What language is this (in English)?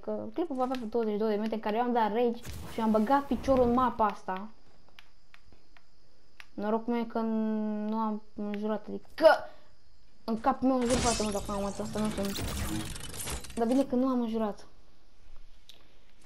Romanian